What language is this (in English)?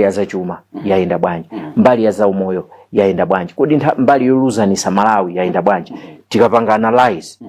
Nyanja